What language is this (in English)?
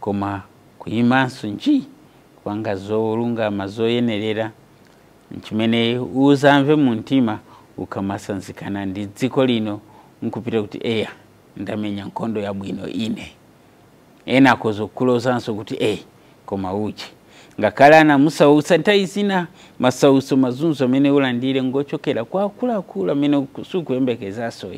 Nyanja